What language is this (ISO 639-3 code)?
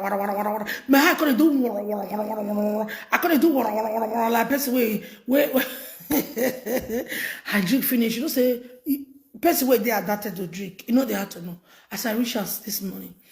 pcm